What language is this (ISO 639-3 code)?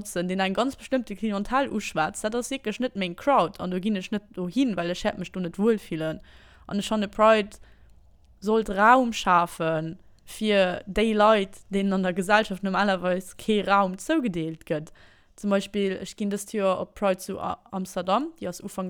ltz